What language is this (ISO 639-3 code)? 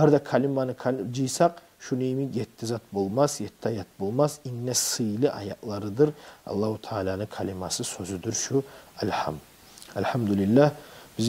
kum